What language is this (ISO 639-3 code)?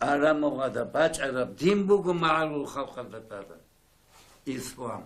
ava